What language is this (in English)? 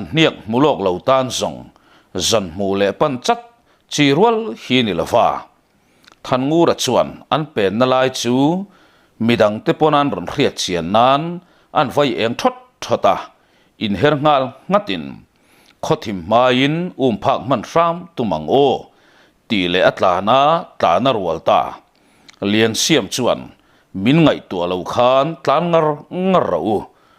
Mizo